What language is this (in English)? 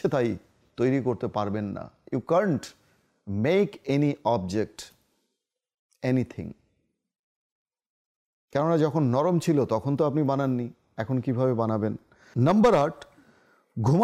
Bangla